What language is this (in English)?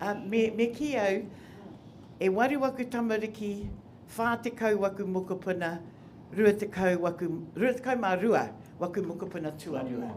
Māori